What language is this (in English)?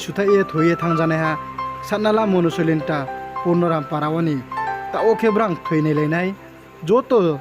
Riang (India)